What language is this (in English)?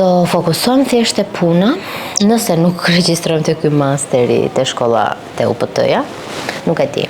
Albanian